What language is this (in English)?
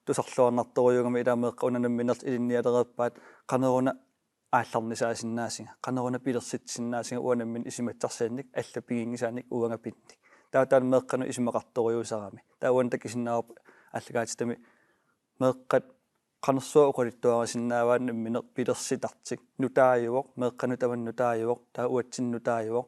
Kalaallisut